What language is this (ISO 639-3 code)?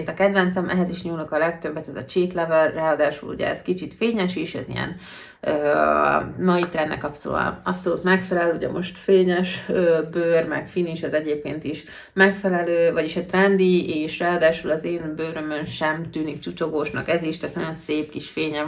hun